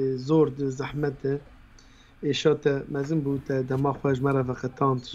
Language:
Kurdish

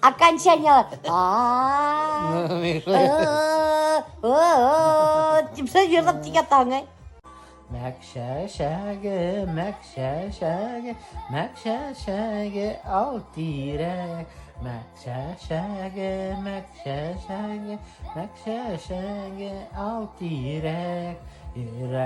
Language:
Bashkir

